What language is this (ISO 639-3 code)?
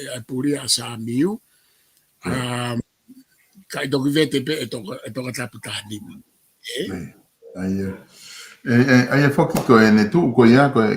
ton